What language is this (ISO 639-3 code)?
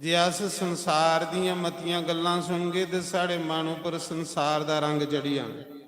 doi